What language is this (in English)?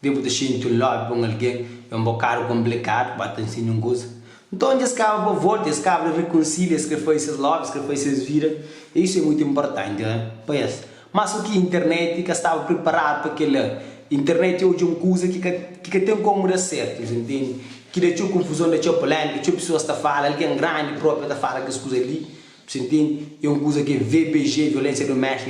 Kabuverdianu